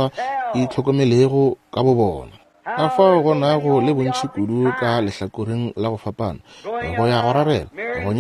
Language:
Northern Sotho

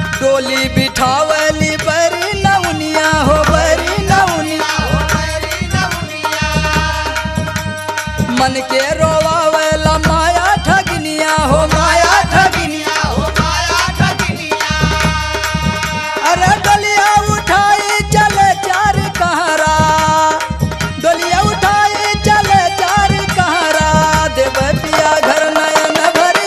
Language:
Bhojpuri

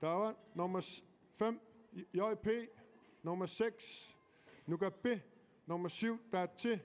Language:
Kalaallisut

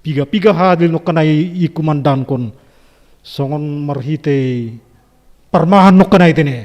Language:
Batak Simalungun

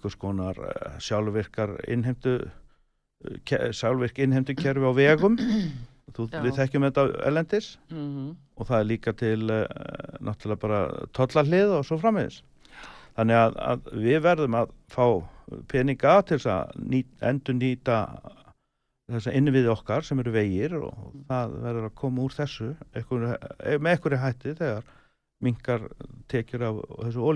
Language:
Icelandic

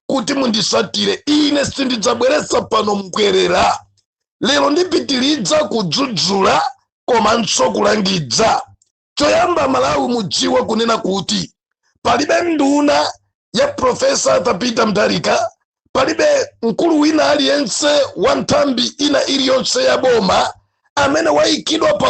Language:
Nyanja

